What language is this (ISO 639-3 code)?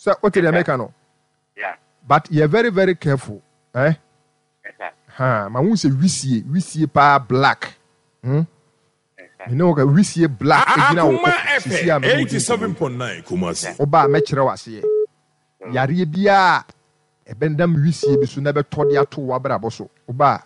aka